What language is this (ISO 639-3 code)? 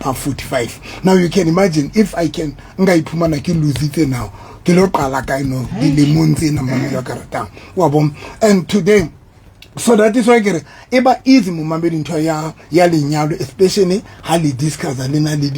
sot